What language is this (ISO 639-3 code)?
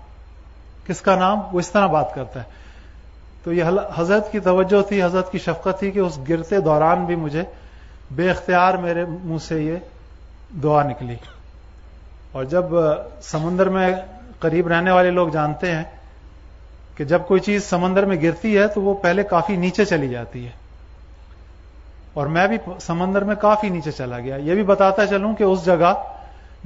urd